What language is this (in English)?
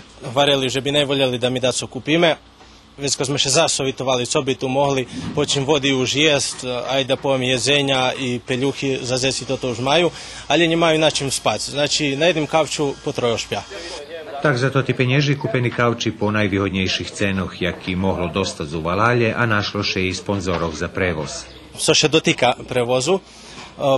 Rusyn